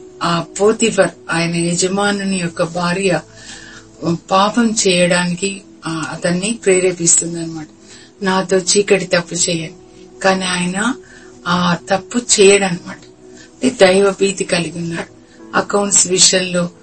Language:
Telugu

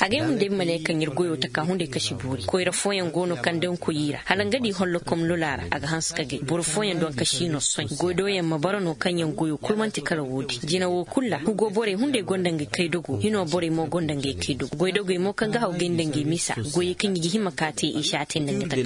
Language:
Koyraboro Senni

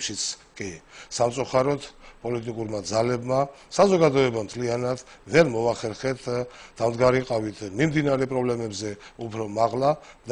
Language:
Georgian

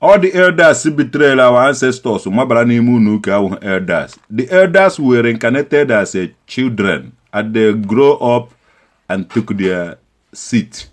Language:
Igbo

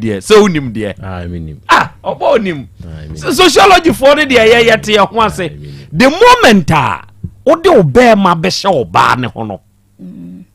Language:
Akan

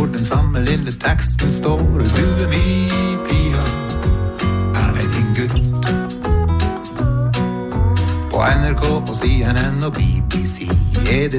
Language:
Norwegian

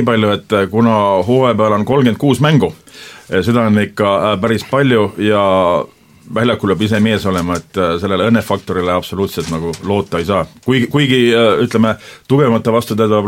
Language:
Estonian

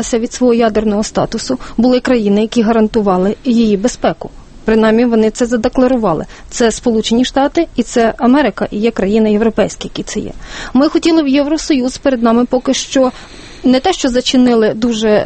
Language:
Ukrainian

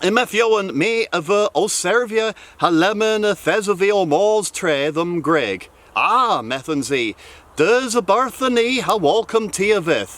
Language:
Cornish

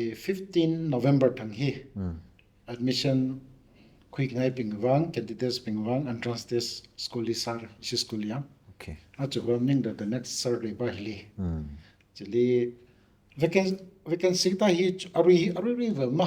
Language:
Tangkhul Naga (India)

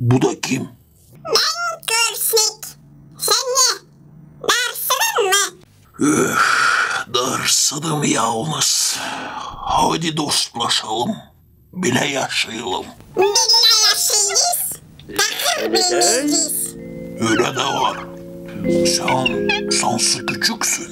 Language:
Gagauz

